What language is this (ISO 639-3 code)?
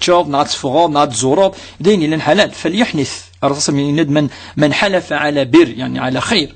kab